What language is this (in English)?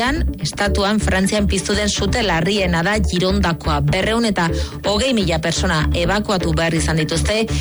Basque